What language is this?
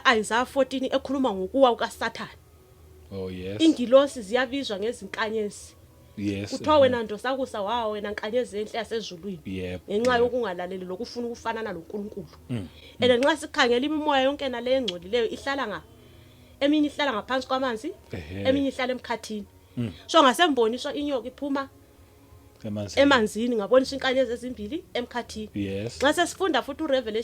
Zulu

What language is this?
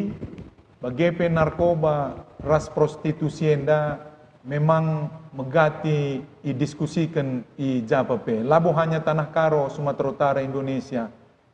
Batak Karo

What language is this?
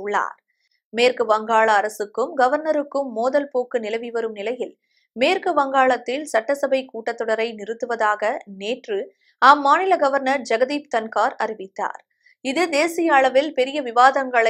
Tamil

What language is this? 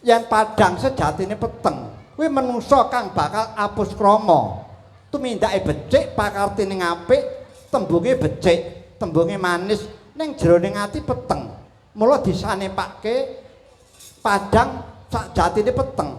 Javanese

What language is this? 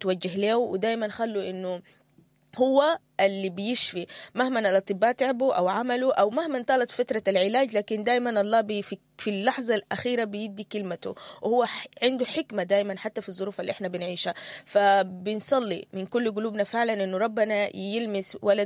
Sudanese Arabic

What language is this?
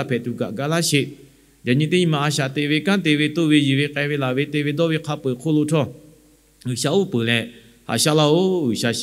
Lahu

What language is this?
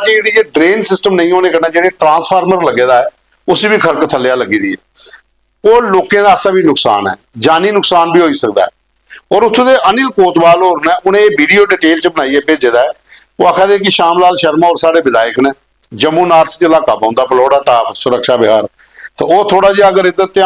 Dogri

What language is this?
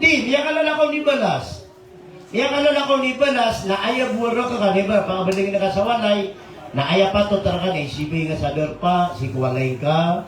Maranao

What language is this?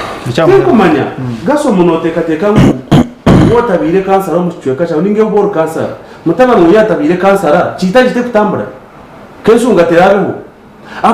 Nyankole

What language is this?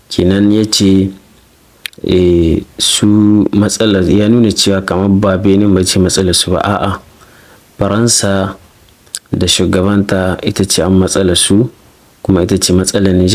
Hausa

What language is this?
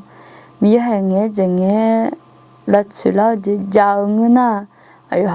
Akha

